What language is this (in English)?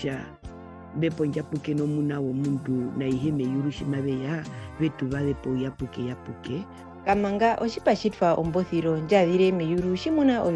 Herero